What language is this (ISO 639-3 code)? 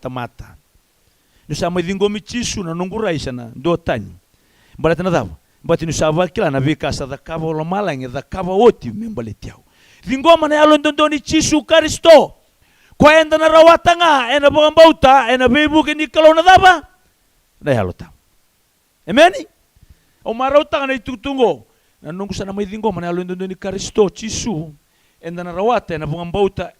fij